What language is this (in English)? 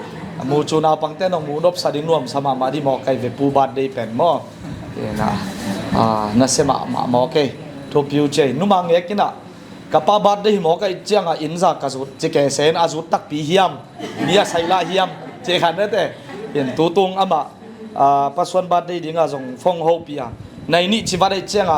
Tedim Chin